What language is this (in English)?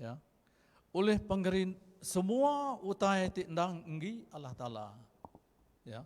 Iban